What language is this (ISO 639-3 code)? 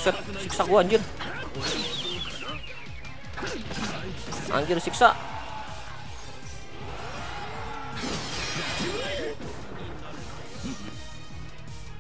ind